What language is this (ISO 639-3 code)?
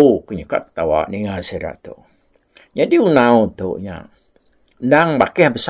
iba